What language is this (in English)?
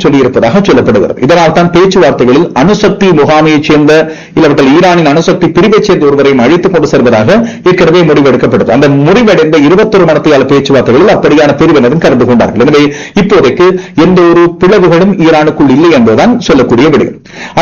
Tamil